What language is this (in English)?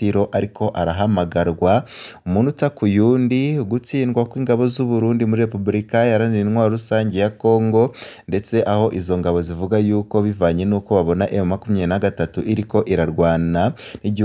Rundi